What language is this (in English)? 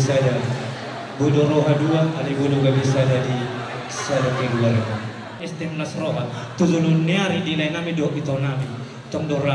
Batak Toba